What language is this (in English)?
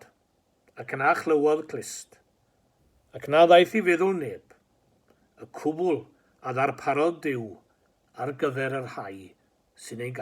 Welsh